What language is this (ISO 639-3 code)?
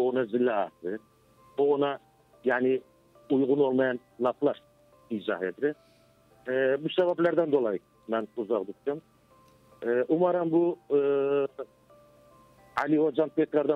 tur